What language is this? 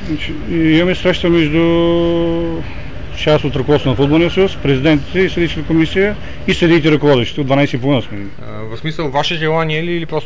Bulgarian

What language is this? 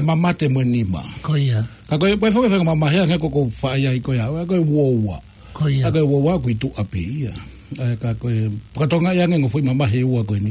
Tongan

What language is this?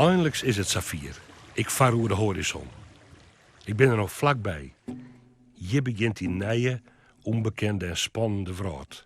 Western Frisian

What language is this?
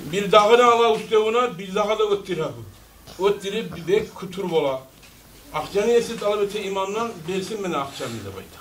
Kumyk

